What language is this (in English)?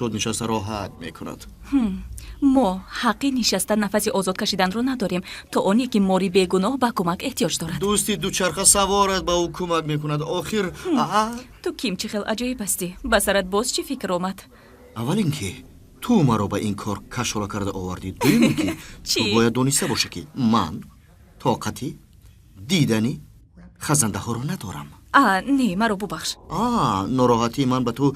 Tajik